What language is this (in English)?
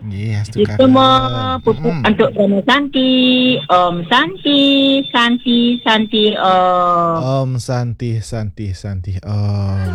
Balinese